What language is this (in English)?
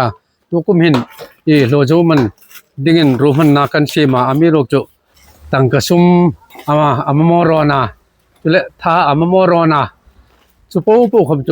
Hmar